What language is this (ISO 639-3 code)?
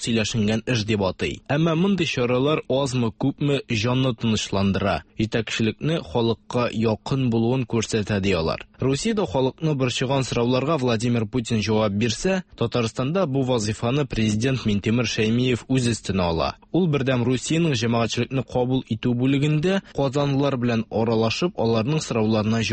tat